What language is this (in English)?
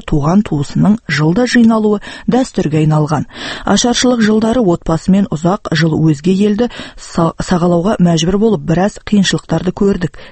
Kazakh